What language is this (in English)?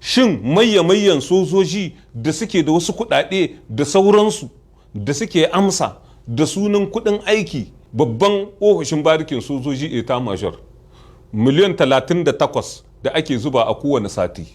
Hausa